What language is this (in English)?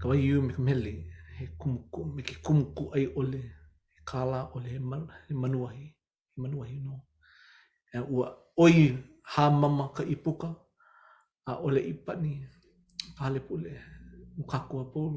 Hawaiian